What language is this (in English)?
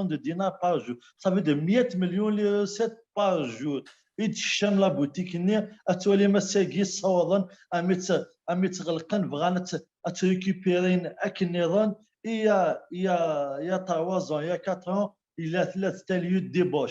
Kabyle